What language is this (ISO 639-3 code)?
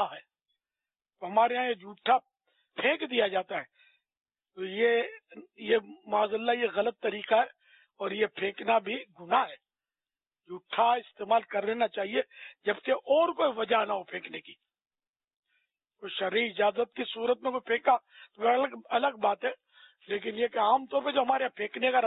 urd